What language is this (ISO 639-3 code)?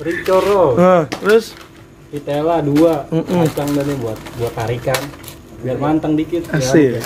bew